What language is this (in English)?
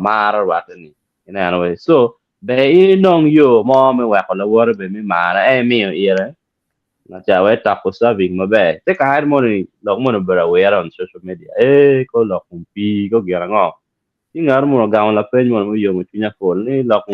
Acoli